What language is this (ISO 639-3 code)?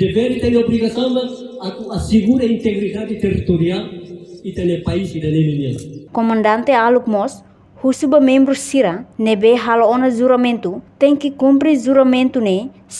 tet